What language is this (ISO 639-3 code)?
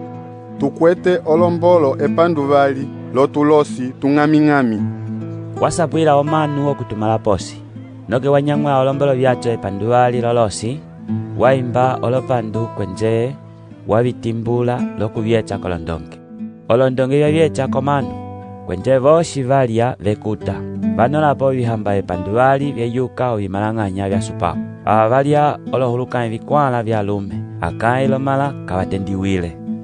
umb